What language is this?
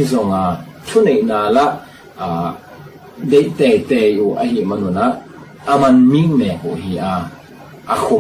Tedim Chin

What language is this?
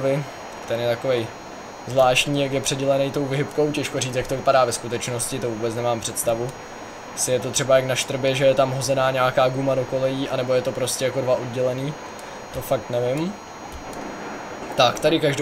Czech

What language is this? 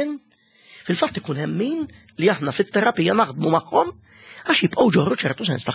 Maltese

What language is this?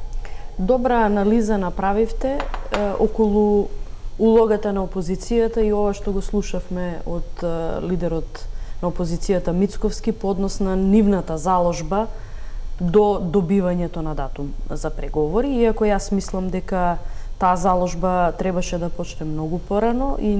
Macedonian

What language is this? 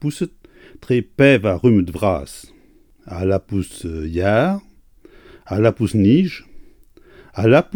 Breton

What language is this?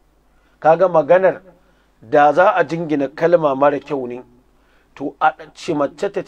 Hausa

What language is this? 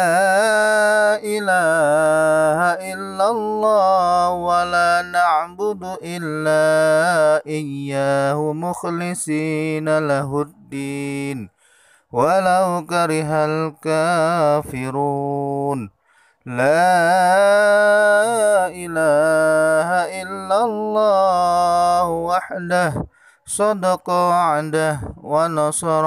Arabic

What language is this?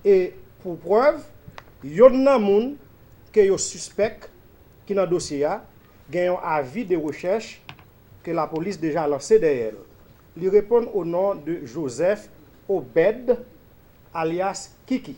Haitian Creole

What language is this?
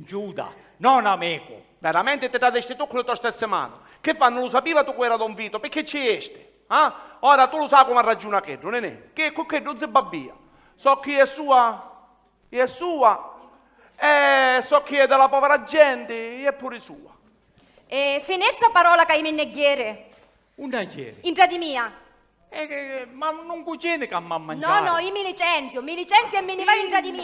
Sicilian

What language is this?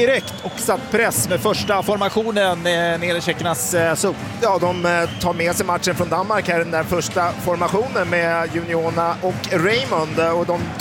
Swedish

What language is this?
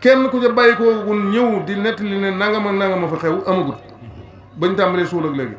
Wolof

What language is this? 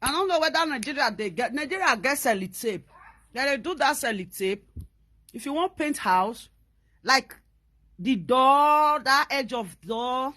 Nigerian Pidgin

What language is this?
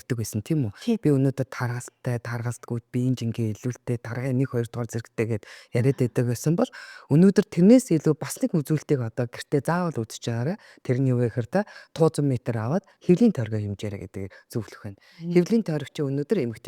Mongolian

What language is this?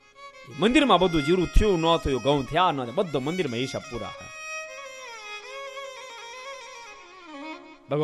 Gujarati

